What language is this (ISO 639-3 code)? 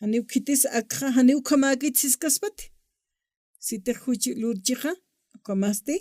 aym